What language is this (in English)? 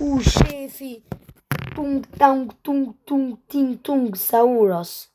Albanian